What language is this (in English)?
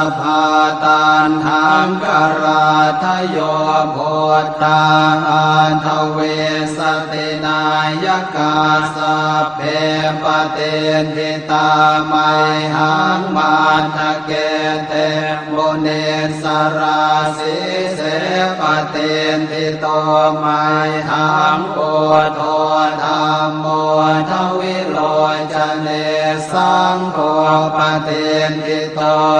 Pali